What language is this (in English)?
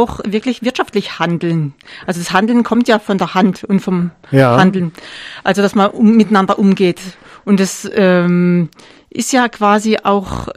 German